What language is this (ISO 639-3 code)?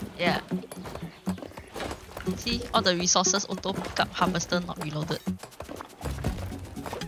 eng